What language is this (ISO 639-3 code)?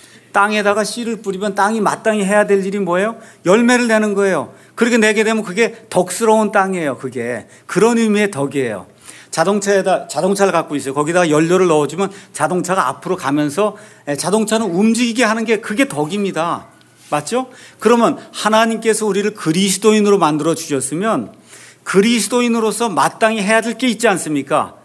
kor